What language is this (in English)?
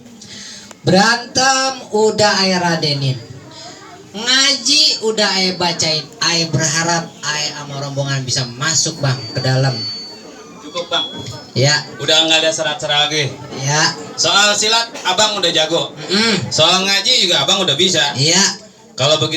Betawi